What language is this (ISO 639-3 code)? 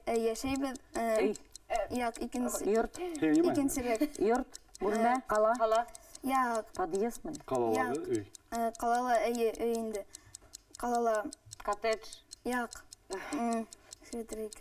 bak